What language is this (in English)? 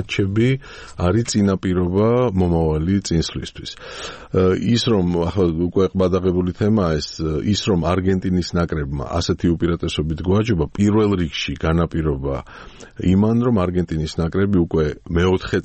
Georgian